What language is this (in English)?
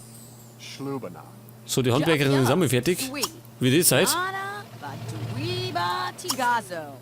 Bavarian